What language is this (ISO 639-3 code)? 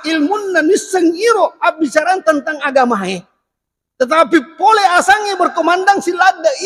bug